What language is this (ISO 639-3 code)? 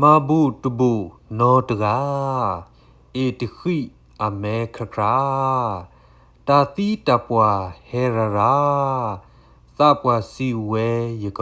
ksw